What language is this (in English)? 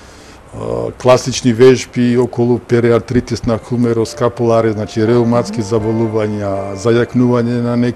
Macedonian